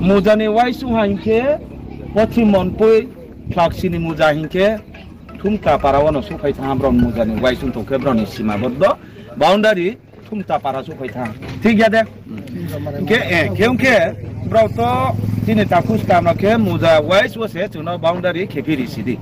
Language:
Riang (India)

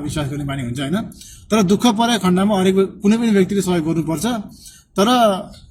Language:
Nepali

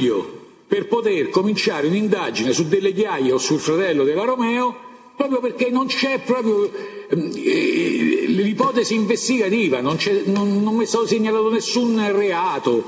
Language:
Italian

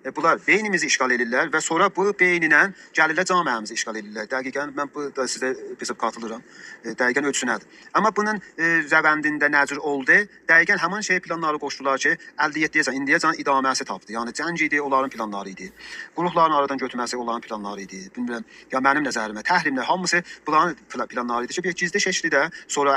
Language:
South Azerbaijani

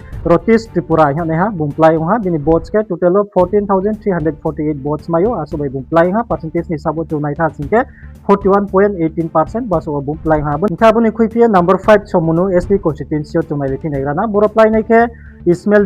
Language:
Riang (India)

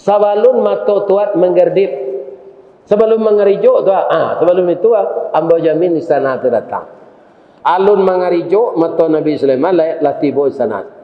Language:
Minangkabau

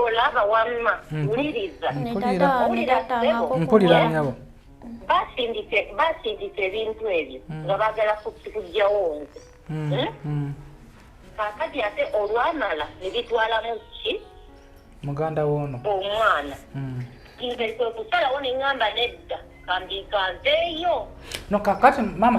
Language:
Ganda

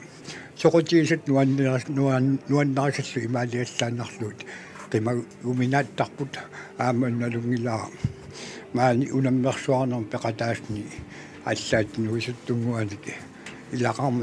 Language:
Kalaallisut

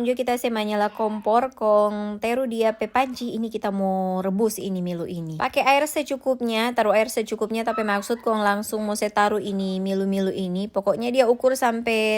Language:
Manado Malay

